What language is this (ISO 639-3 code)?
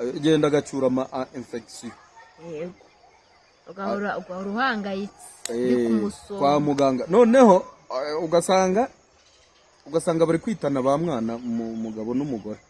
kin